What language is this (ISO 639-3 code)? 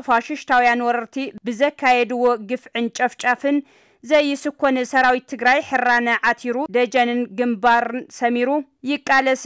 tir